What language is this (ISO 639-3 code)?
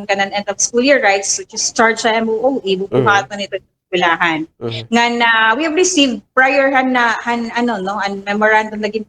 war